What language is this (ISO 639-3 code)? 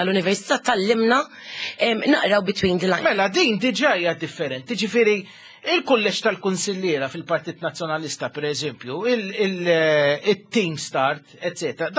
mlt